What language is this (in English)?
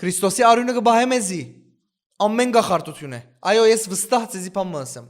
Western Armenian